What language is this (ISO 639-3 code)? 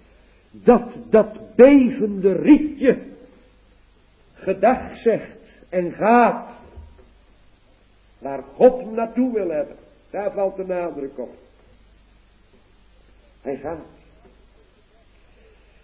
nld